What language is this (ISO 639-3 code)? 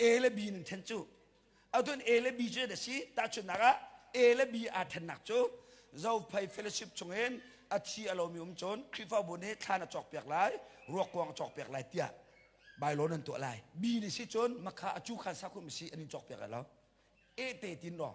cnh